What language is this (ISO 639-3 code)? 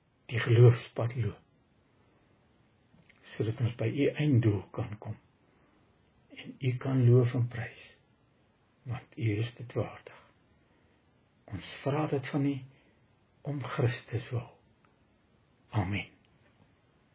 afr